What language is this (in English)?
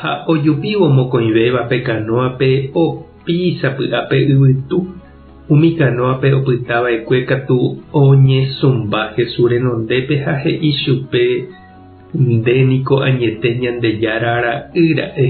Guarani